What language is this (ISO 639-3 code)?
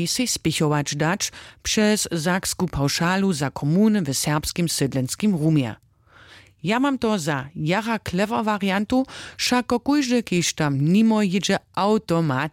hsb